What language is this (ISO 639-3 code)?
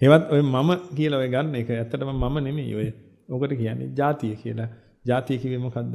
sin